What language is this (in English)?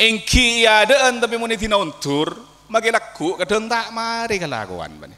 Madurese